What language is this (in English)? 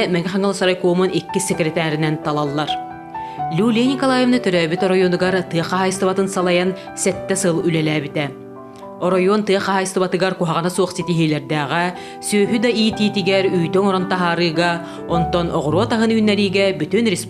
Yakut